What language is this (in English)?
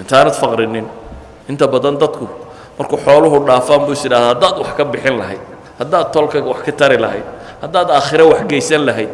Somali